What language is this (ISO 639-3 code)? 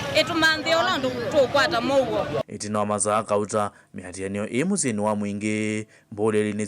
kam